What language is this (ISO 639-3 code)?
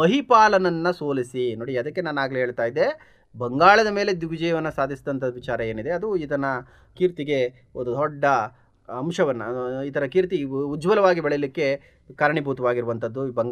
kan